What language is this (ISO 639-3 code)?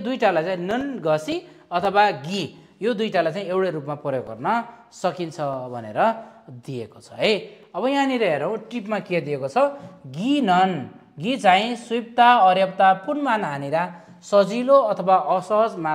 nep